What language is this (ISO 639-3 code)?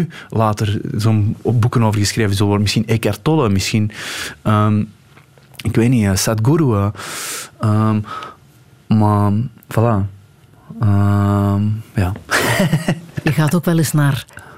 nld